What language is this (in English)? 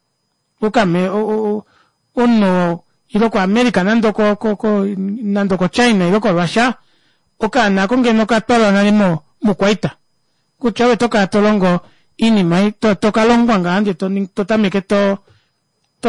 Kuanyama